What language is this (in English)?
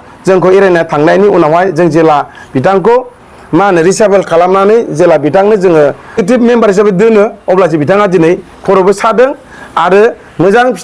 Bodo